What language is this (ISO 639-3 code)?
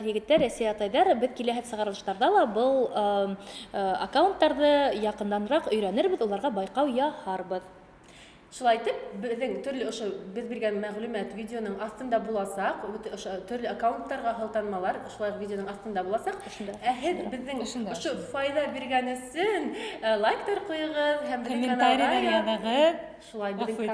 bak